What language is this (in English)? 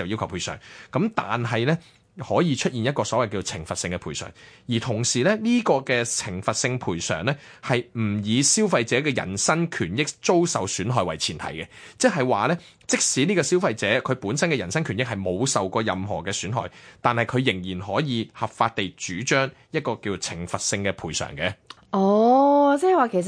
Cantonese